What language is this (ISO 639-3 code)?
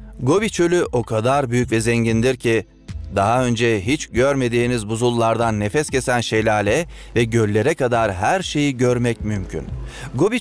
tur